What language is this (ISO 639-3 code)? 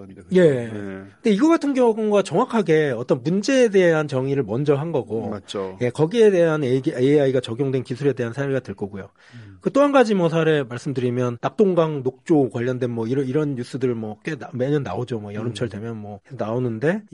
kor